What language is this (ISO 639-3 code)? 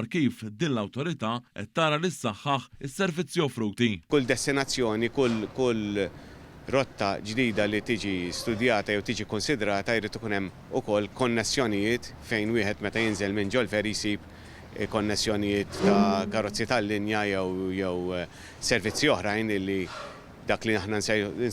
mlt